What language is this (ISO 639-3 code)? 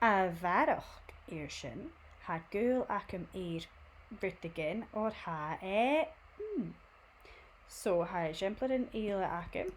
gla